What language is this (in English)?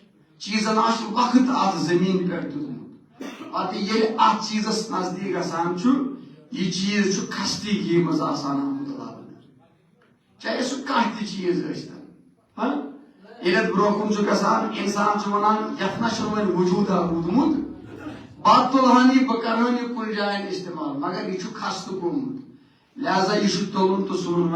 Kashmiri